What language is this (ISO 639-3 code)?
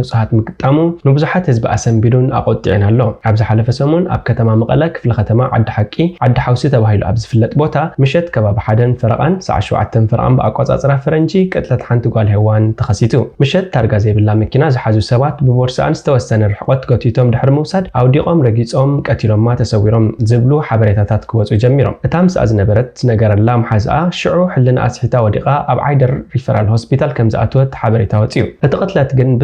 tir